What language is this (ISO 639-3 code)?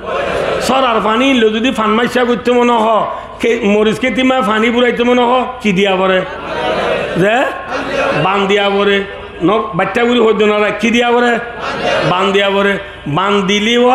rhg